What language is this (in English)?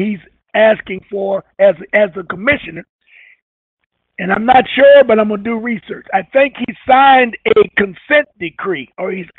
English